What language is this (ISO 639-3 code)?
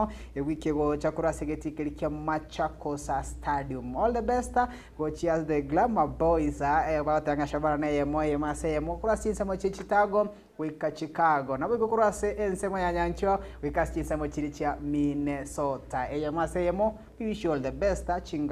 guz